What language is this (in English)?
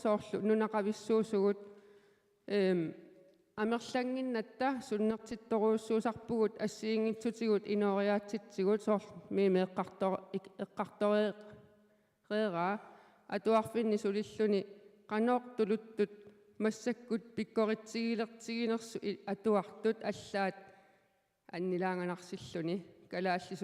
Kalaallisut